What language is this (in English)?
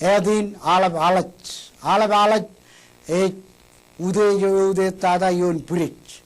Marshallese